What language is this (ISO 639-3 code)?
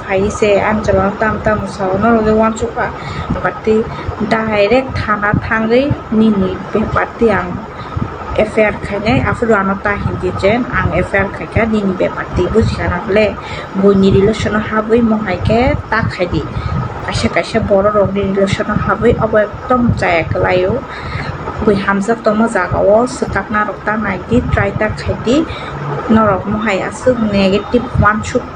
trp